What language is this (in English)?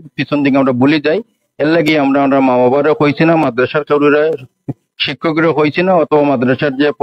Sylheti